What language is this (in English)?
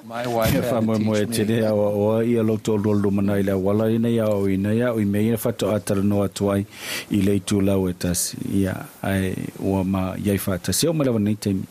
Samoan